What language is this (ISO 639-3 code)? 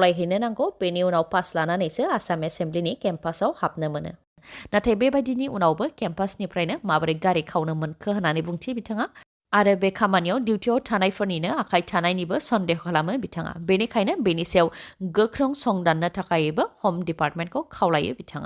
brx